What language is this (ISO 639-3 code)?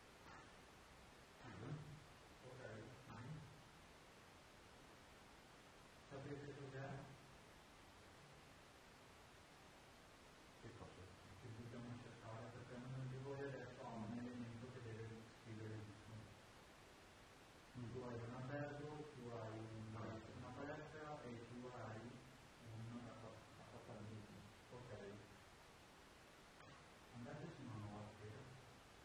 ita